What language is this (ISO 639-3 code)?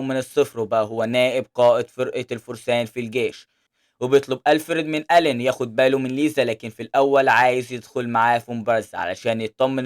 arz